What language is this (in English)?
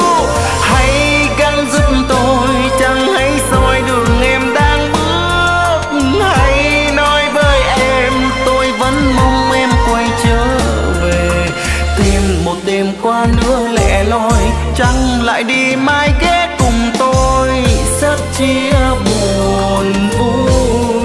Vietnamese